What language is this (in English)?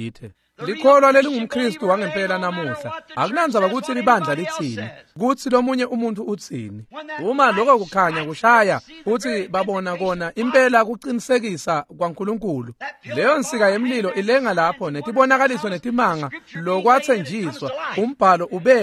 Swati